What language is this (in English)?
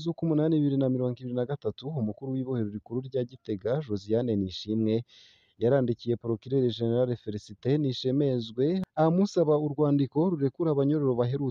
Rundi